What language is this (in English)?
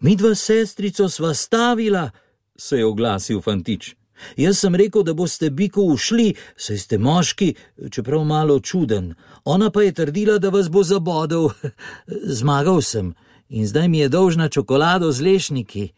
Slovenian